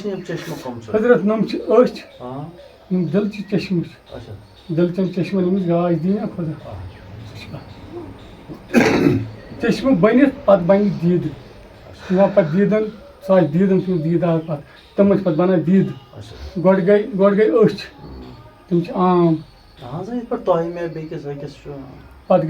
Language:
Kashmiri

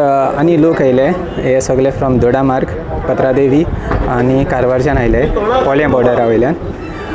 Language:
Konkani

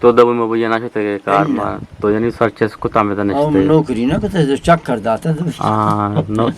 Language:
Eastern Balochi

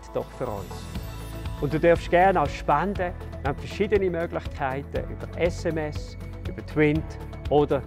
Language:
Swiss German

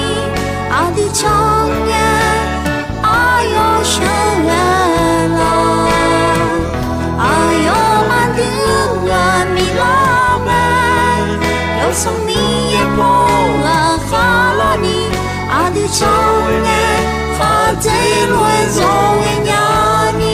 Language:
Akha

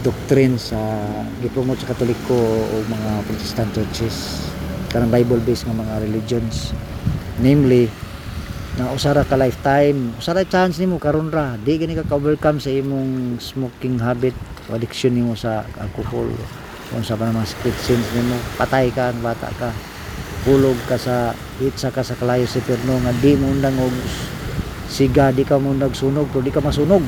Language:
Cebuano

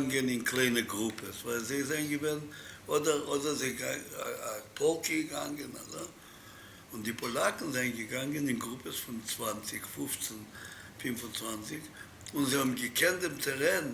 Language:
Yiddish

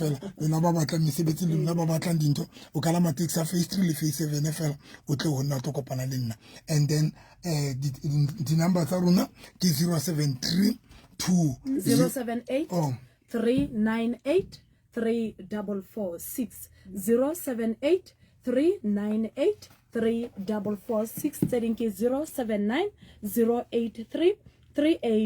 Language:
Southern Sotho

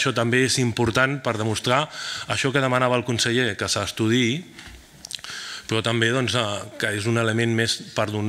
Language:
Catalan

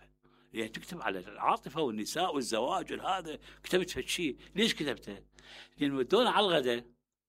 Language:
Mesopotamian Arabic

